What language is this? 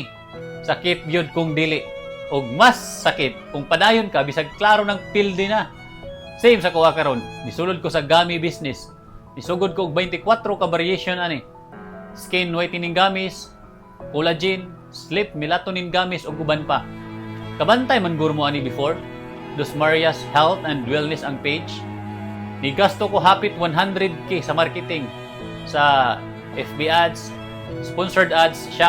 Cebuano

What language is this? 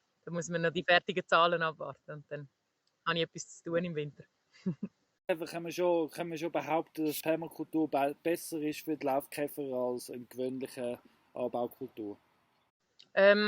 Swiss German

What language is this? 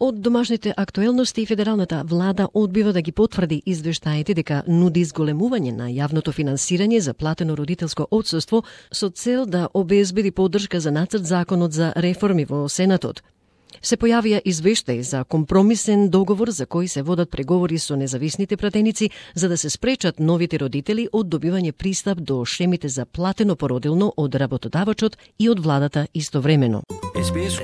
Macedonian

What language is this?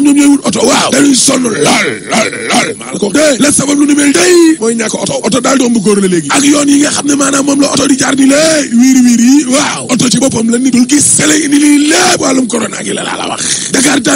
Wolof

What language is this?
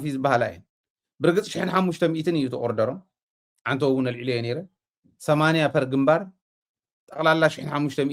Tigrinya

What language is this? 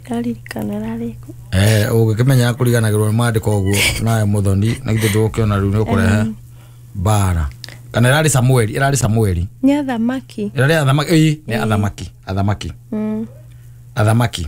Kikuyu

